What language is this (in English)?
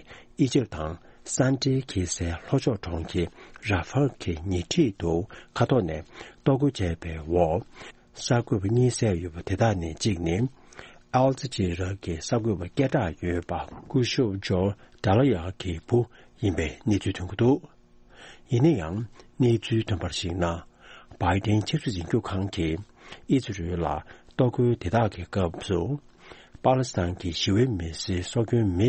Tibetan